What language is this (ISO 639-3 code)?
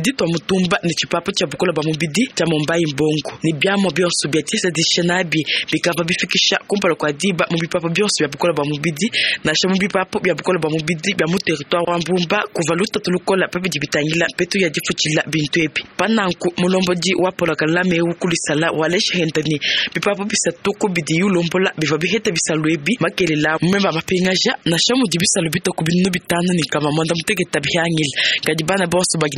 lua